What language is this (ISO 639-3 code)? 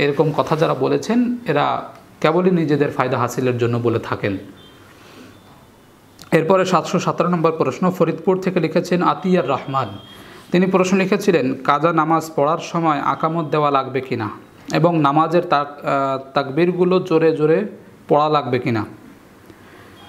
ben